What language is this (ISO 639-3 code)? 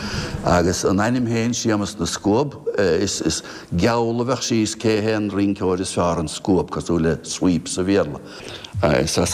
gle